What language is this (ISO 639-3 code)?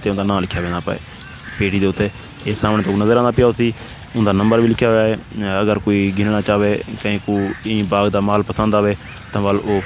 skr